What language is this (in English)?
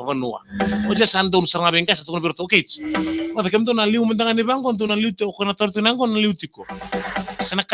Fijian